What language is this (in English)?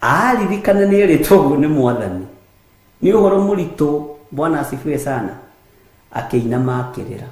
Kikuyu